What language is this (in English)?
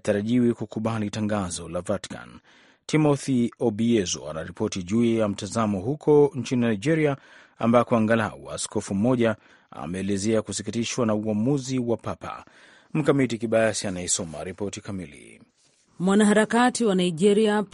Swahili